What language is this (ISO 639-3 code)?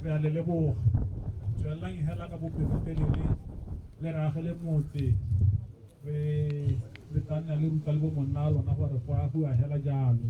tsn